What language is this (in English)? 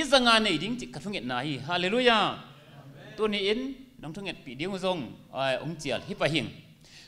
Tedim Chin